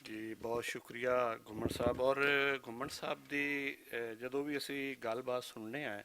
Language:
Western Panjabi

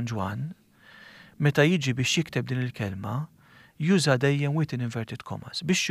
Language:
Maltese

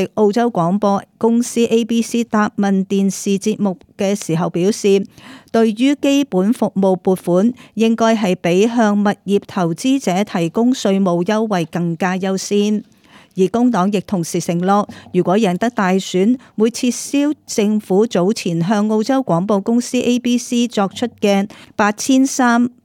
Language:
Cantonese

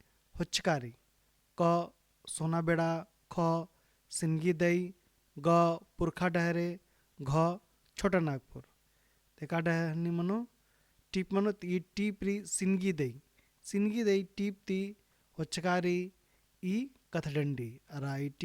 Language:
Kurukh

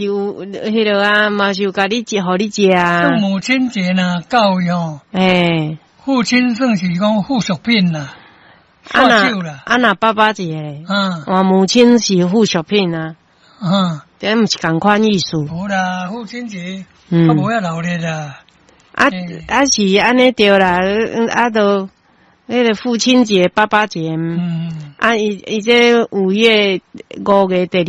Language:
Min Nan Chinese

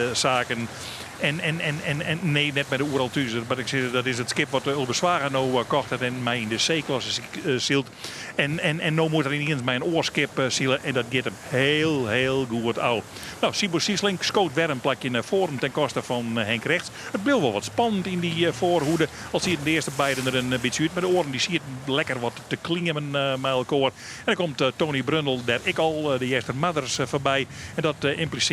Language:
Western Frisian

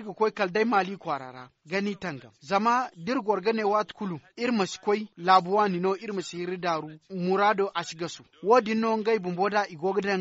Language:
Zarma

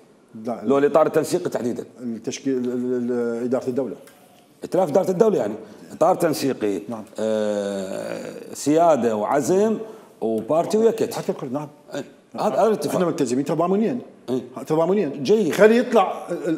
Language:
Mesopotamian Arabic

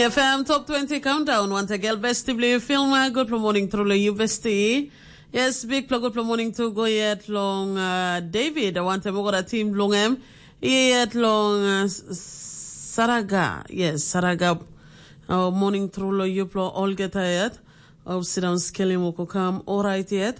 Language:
Tok Pisin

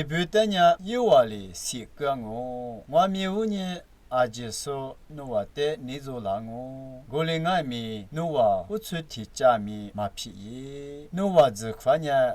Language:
Lisu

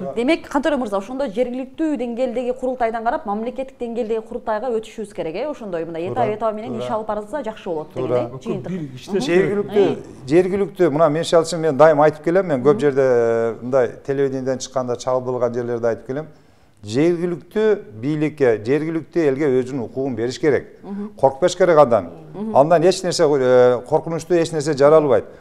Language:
Kyrgyz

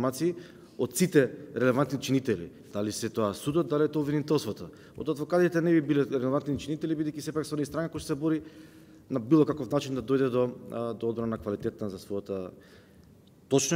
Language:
Macedonian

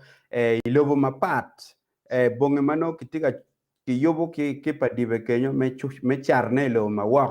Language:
Acoli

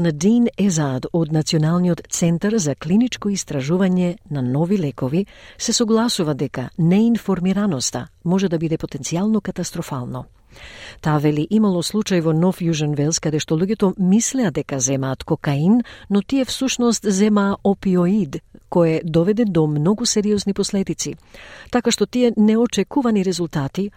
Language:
Macedonian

